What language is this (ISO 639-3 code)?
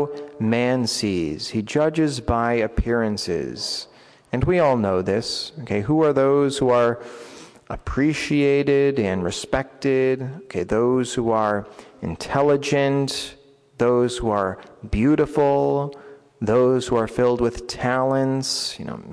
eng